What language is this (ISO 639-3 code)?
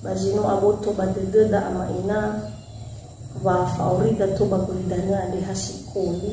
nia